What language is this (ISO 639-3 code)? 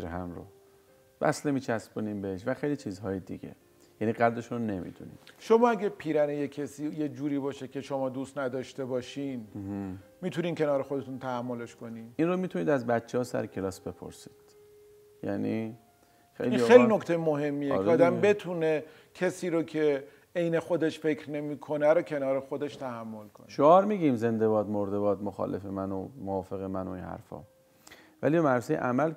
fas